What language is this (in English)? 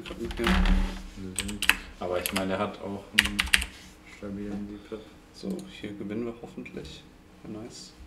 German